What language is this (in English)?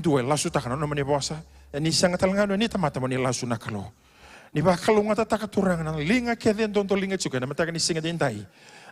Fijian